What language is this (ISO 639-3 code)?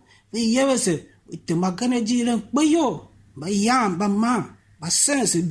tiv